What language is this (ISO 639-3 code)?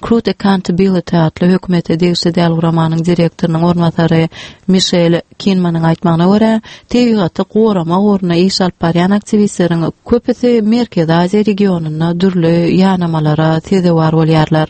tuk